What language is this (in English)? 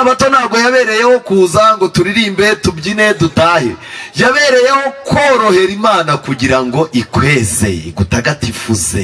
Kinyarwanda